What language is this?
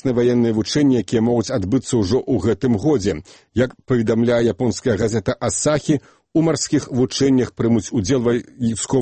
Belarusian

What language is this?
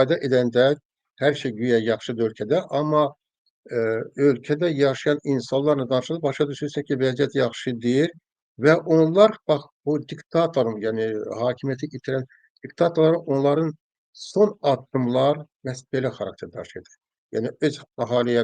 Azerbaijani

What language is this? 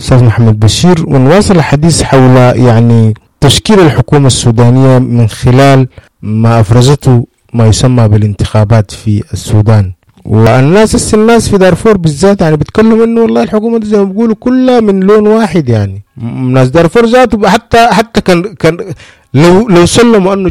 Sudanese Arabic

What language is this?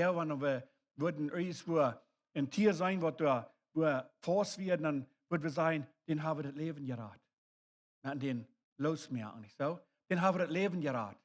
Plautdietsch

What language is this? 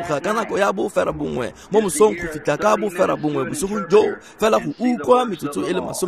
Tswana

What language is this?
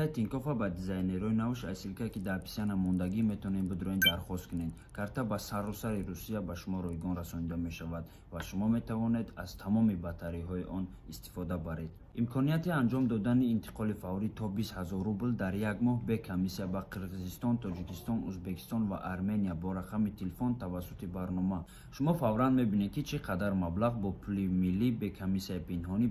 Tajik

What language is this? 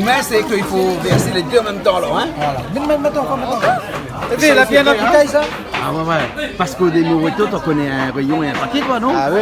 Réunion Creole French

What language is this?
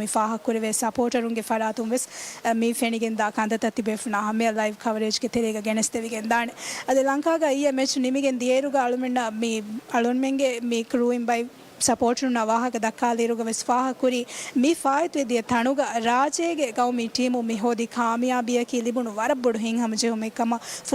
Divehi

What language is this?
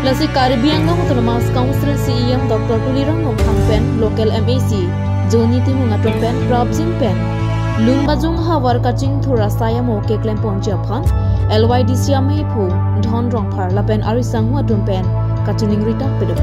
Karbi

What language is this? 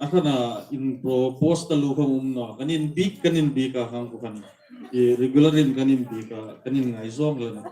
Hmar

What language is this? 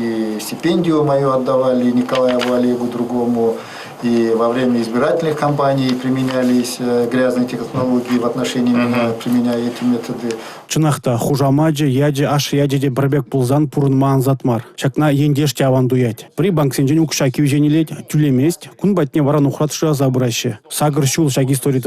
Chuvash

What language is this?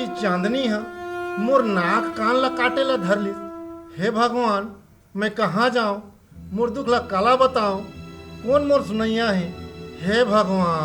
Chhattisgarhi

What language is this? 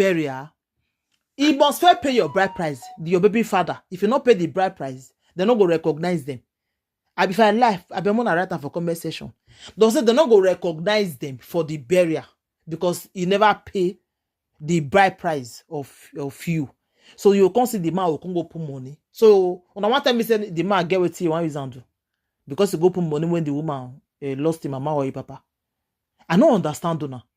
Nigerian Pidgin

